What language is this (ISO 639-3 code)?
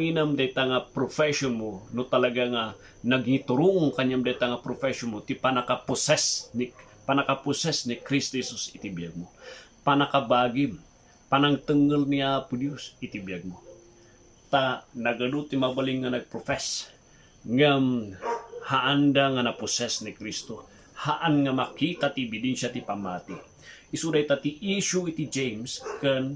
ilo